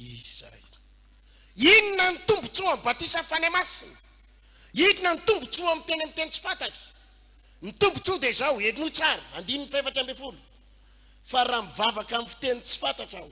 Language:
Malagasy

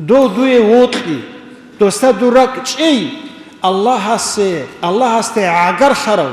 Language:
Avaric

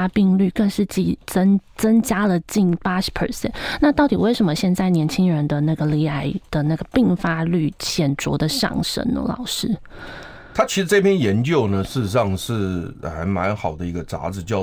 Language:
Chinese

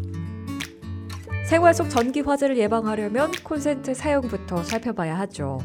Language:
Korean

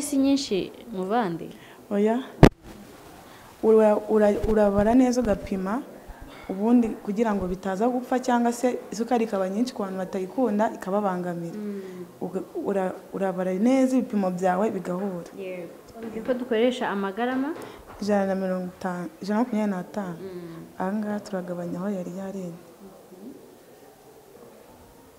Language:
Kinyarwanda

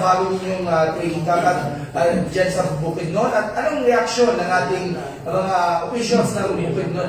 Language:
Filipino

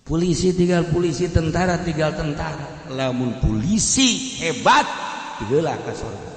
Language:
Sundanese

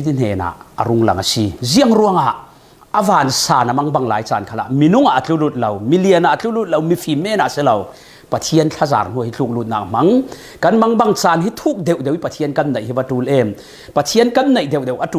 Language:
Falam Chin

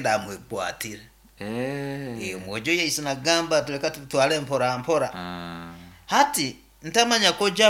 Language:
Nyoro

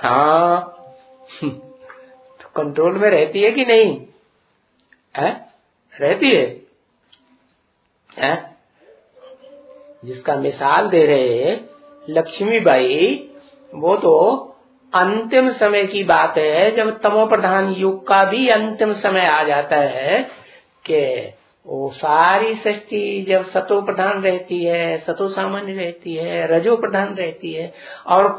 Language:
Hindi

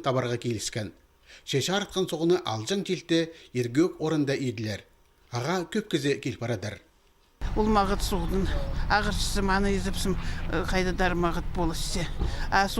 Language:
Khakas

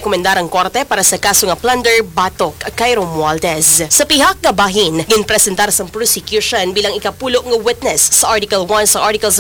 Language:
Hiligaynon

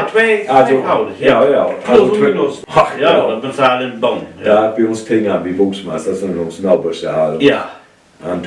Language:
Low German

